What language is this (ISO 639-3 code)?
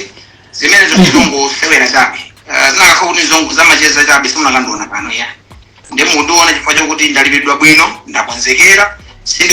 nya